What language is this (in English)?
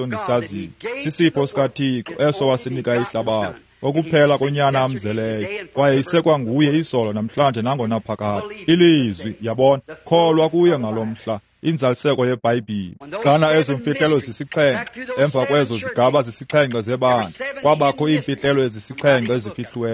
Xhosa